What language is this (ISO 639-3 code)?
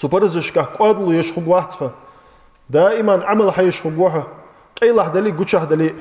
inh